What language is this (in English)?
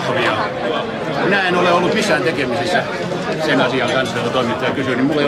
Finnish